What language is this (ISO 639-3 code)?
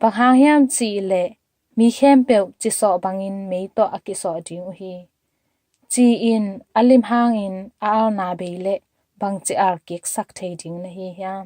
ctd